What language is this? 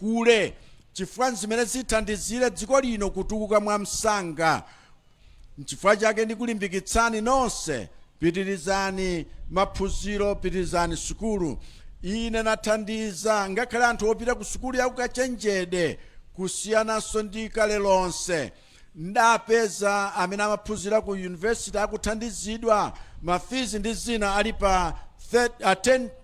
Nyanja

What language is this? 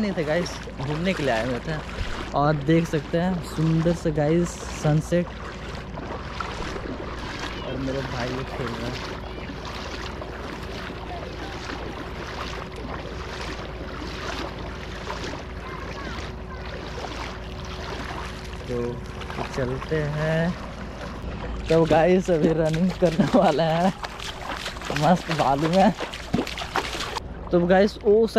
Hindi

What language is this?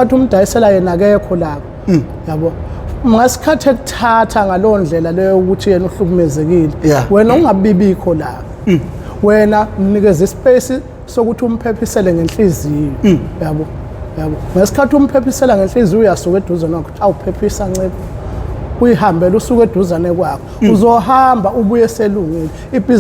Zulu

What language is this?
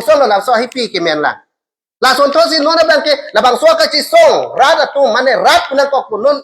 Karbi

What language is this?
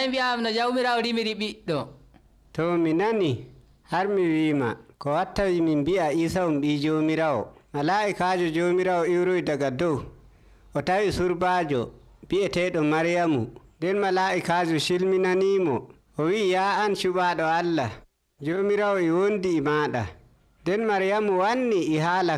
Nigerian Fulfulde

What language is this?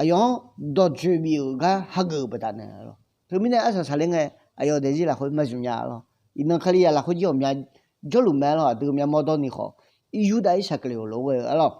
Akha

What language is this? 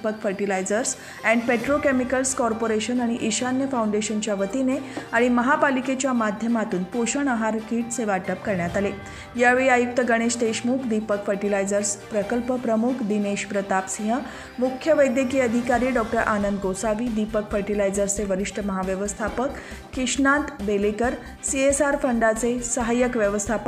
Marathi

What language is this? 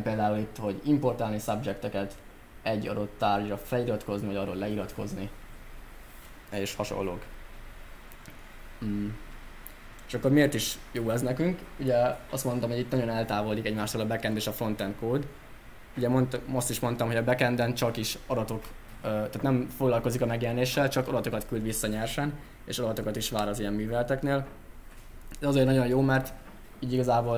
Hungarian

